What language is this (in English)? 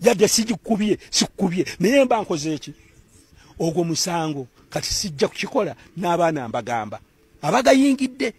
Ganda